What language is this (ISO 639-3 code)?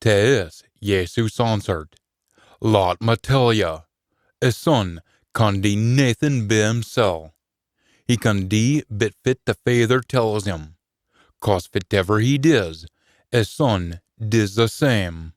sco